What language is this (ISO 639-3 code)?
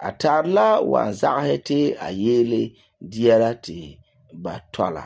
gur